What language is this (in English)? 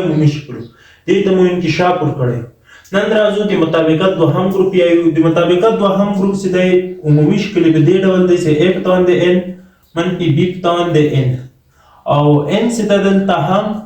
Pashto